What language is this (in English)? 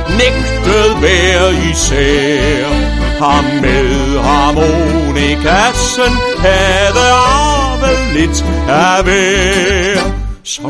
Danish